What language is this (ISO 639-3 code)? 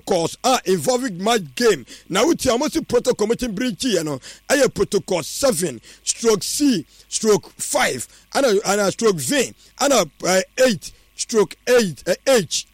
aka